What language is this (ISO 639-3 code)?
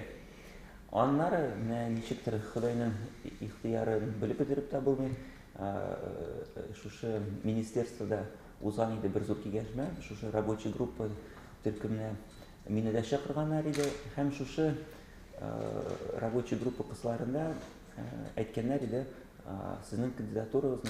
tat